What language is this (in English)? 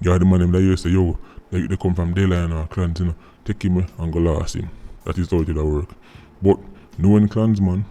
Jamaican Creole English